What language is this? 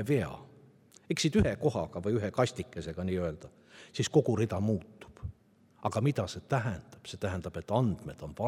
Estonian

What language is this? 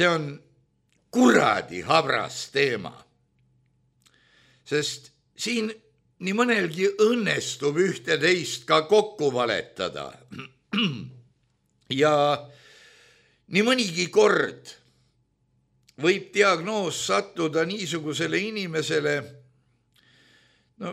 Estonian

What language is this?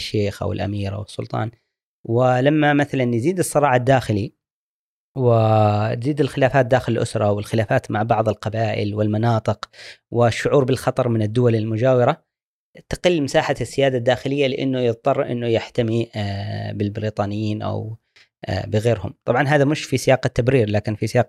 Gulf Arabic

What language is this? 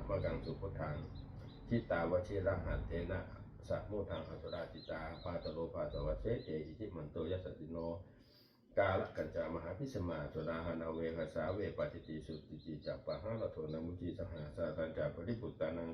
Pali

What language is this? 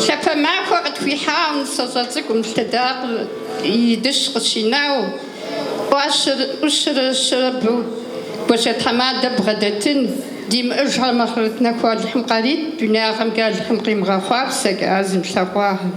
Kabardian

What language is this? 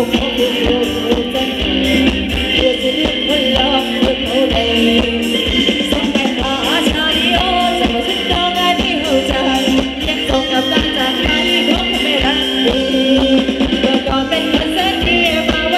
Thai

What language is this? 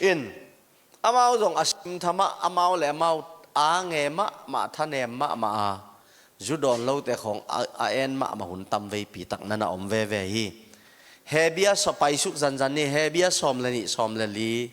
Tedim Chin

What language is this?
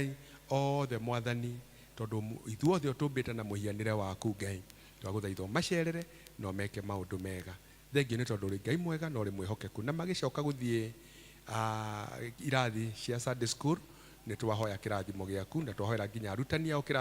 Kikuyu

